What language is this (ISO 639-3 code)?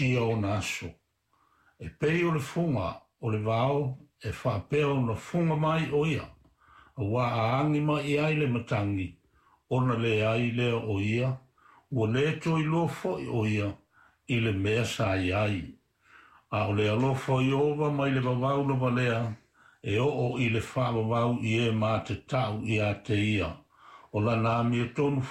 smo